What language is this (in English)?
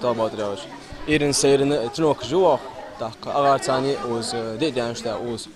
Ingush